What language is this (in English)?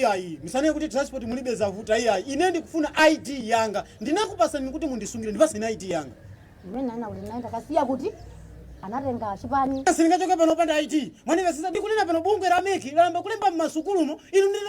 Nyanja